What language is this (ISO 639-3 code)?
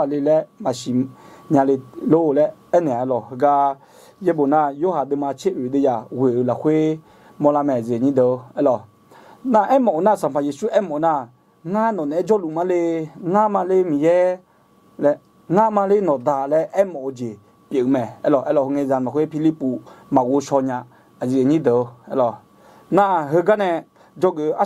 ahk